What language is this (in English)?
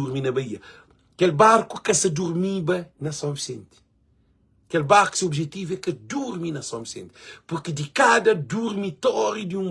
Kabuverdianu